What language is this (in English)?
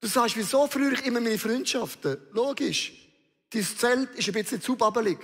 Swiss German